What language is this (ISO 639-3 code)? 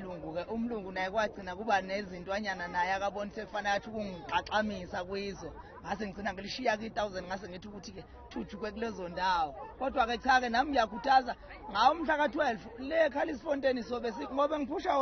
zul